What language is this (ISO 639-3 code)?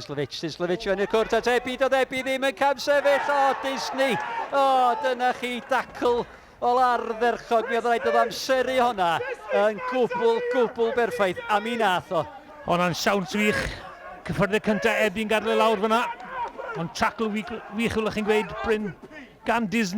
cym